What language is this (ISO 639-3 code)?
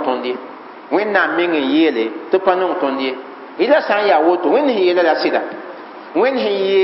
mos